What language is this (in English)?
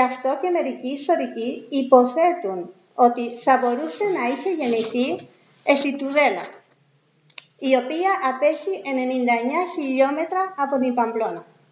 Greek